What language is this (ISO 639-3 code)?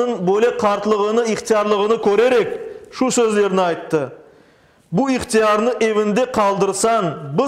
crh